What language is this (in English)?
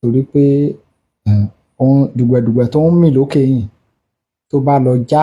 Yoruba